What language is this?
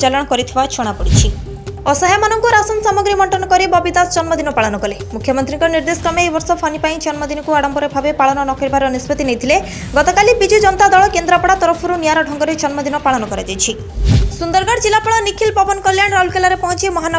Odia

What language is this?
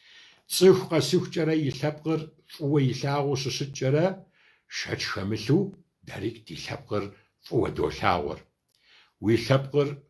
Kabardian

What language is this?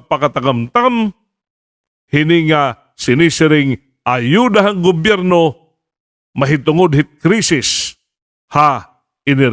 Waray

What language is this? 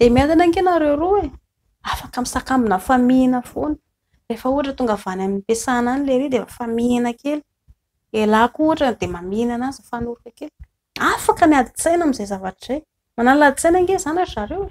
Malagasy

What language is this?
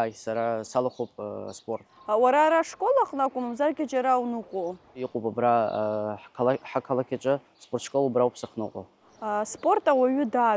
Abkhazian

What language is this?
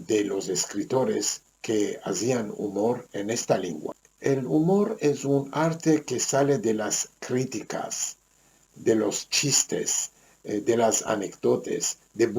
Ladino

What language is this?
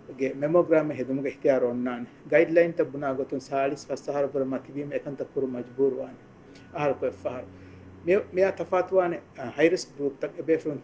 Divehi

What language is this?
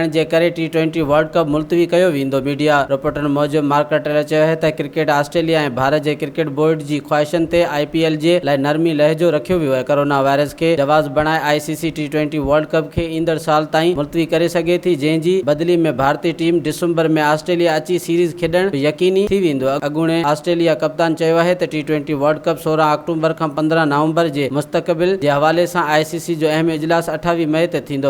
Sindhi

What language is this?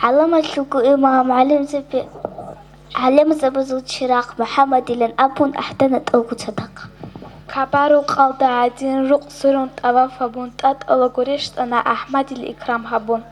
Avaric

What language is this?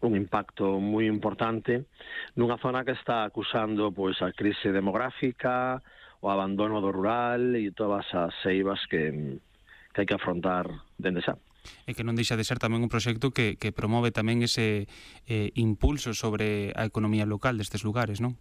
Galician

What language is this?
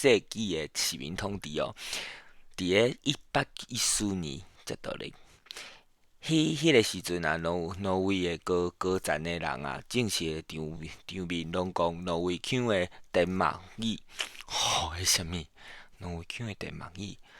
Min Nan Chinese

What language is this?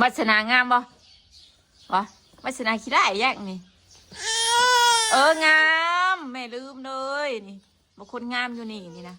Northeastern Thai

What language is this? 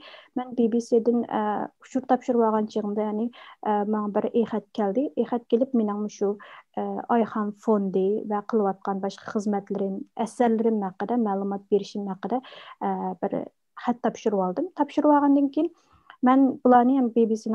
Uyghur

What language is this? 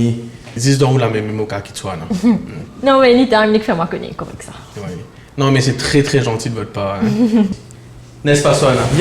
Morisyen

